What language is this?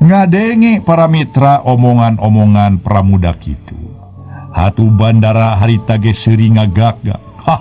Sundanese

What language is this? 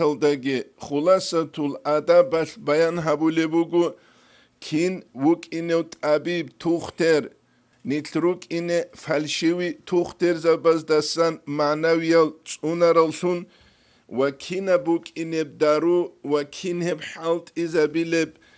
Avaric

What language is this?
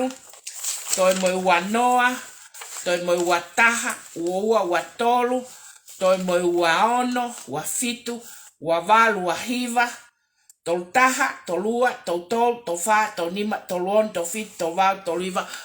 Tongan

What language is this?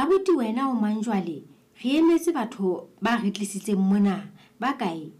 Southern Sotho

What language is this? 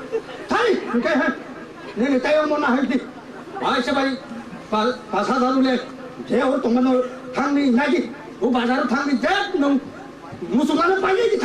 Kok Borok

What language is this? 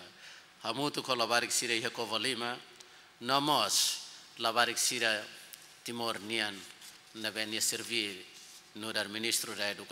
Tetum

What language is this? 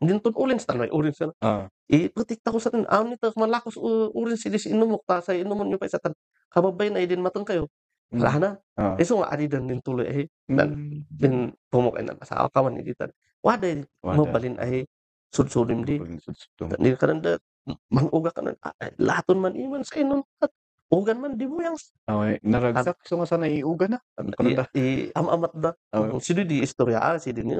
Kankanaey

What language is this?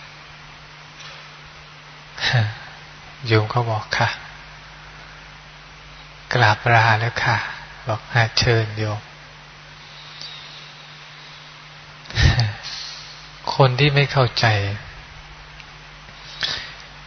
Thai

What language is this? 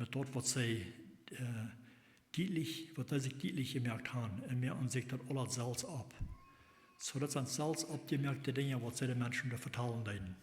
Plautdietsch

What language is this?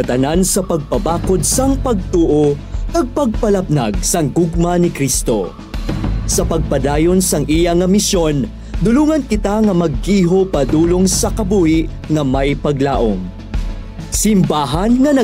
Hiligaynon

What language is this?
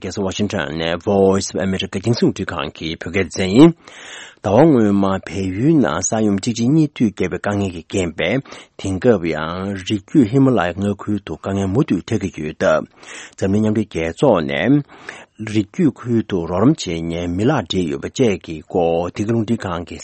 Tibetan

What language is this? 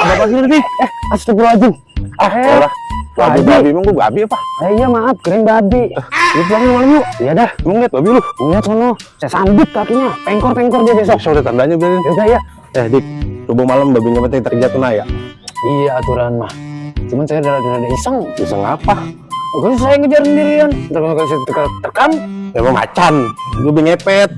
Betawi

